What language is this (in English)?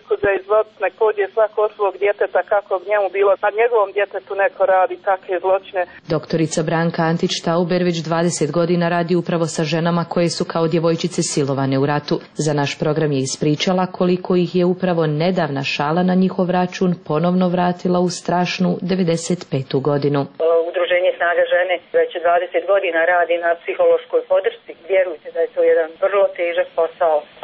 Serbian